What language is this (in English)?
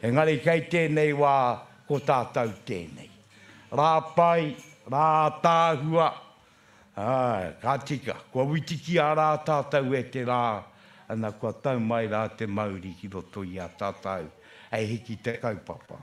Māori